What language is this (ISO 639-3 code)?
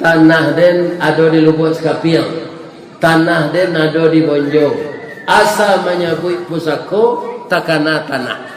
min